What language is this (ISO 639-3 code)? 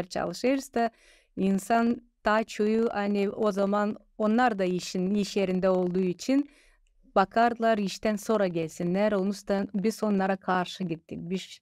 gag